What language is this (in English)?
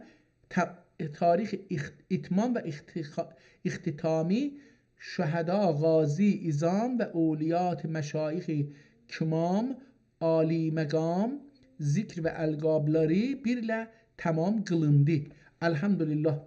South Azerbaijani